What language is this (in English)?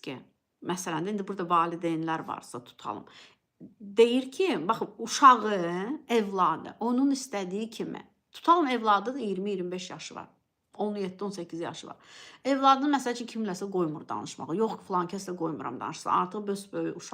Azerbaijani